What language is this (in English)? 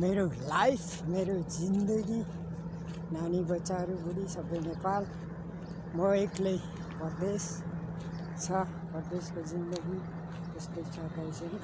Nepali